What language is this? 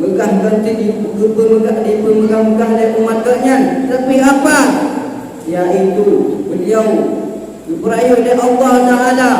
Achinese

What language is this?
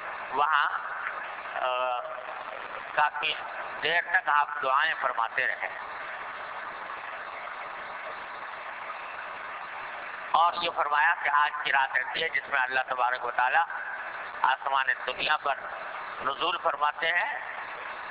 Urdu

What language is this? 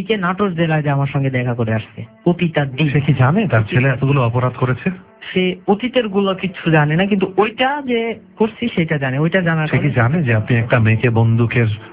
Bangla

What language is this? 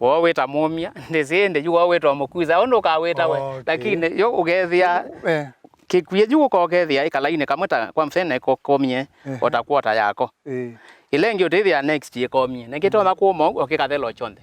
Kamba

